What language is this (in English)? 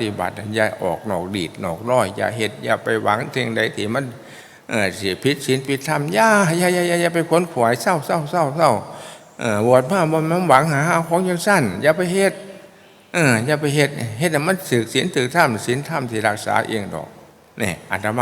Northeastern Thai